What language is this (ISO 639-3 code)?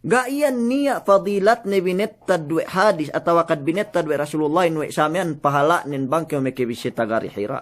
yka